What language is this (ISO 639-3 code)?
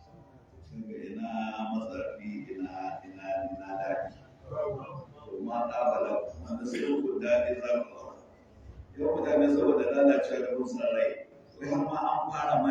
hau